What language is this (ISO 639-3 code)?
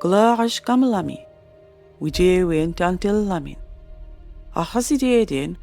mic